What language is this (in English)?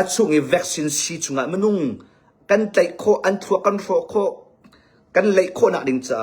Hakha Chin